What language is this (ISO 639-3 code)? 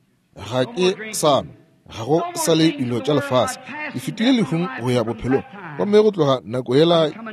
nso